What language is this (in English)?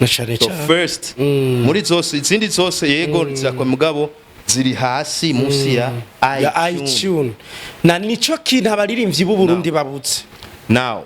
Rundi